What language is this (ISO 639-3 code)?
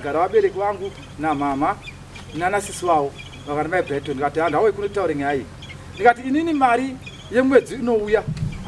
sna